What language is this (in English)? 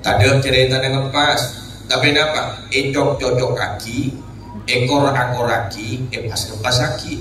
Madurese